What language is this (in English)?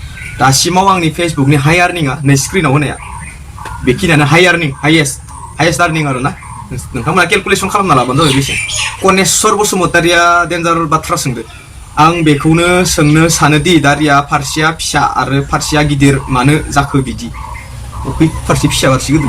Bodo